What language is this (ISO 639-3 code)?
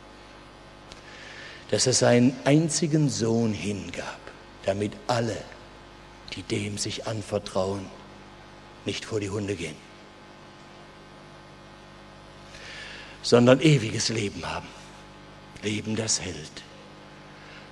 deu